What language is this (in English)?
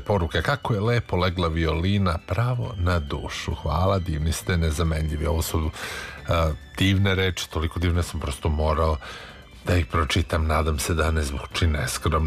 Serbian